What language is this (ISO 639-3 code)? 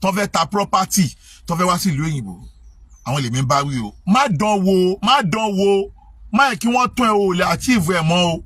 yor